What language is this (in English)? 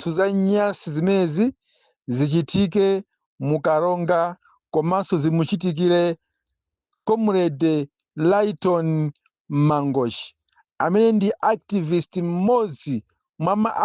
Nyanja